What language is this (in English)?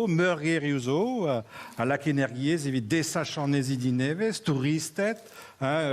Breton